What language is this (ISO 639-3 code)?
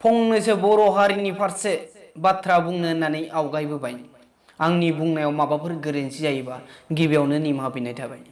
brx